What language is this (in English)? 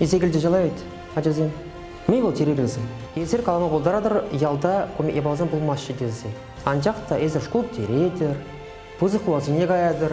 Chuvash